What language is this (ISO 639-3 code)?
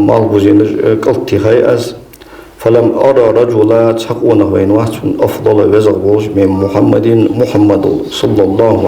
inh